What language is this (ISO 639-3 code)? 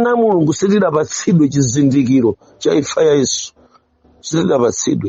nya